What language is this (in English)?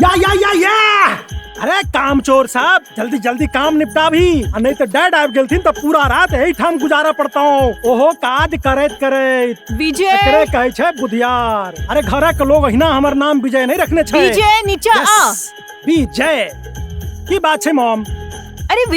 Maithili